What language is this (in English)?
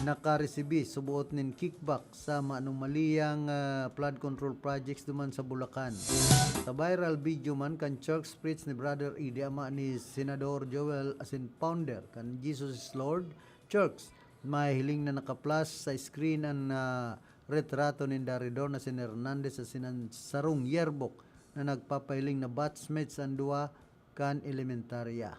Bikol